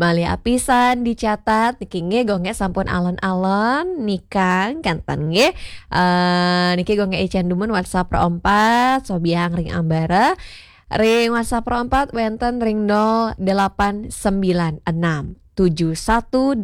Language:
Balinese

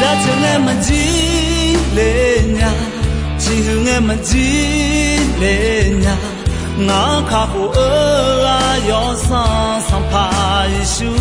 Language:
Akha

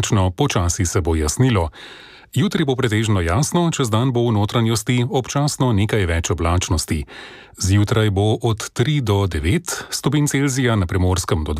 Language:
Slovenian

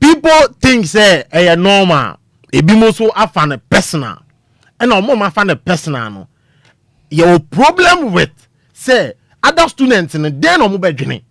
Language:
Akan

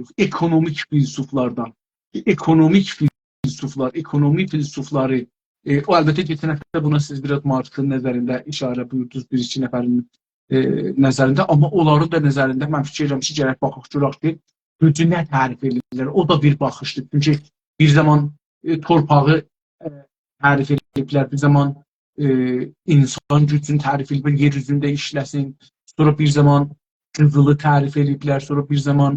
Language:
South Azerbaijani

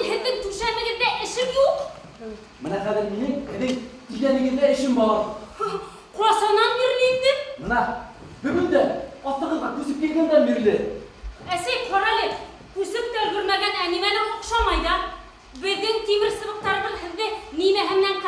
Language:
Bashkir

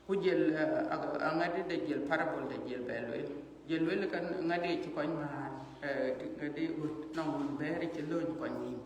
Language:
Dinka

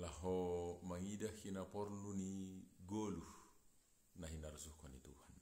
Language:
Batak Simalungun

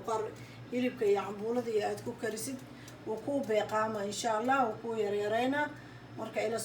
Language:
Somali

